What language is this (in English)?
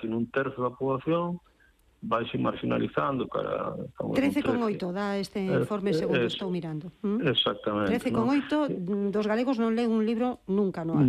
Galician